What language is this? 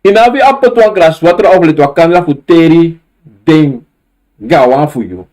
Sranan Tongo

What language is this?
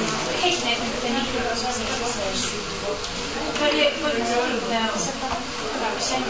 Norwegian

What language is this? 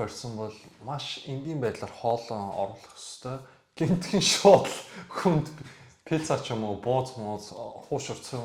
Mongolian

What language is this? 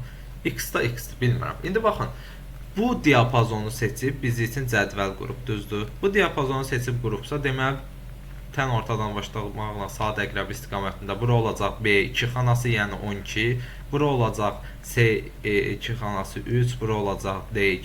Azerbaijani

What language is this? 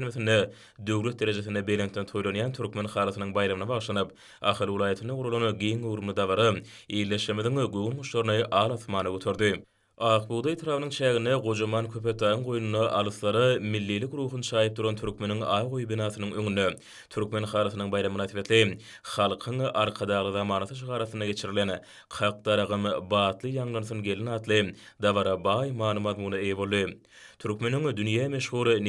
Turkmen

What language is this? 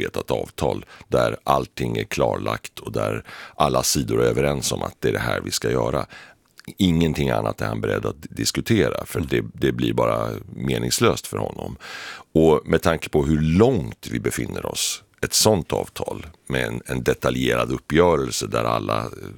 Swedish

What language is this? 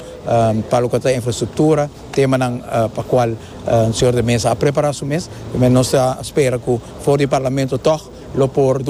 Papiamento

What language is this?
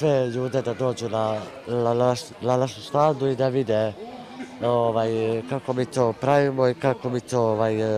Serbian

